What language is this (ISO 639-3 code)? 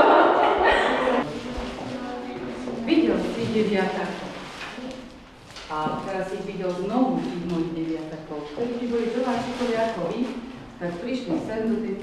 slk